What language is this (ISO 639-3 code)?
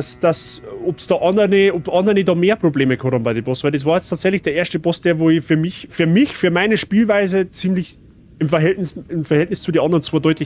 bar